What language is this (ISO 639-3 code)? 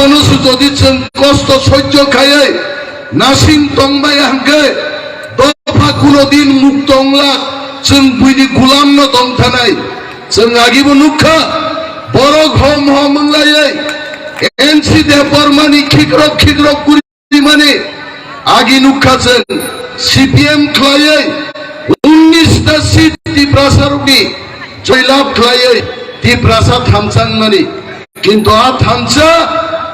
trp